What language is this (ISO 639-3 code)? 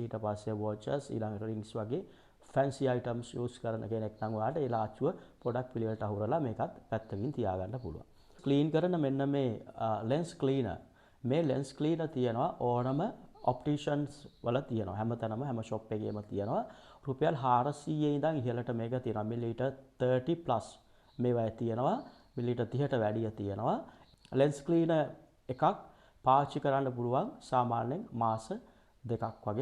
sin